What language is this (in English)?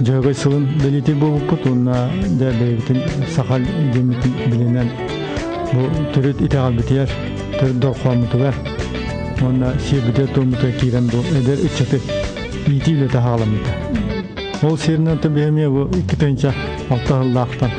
Yakut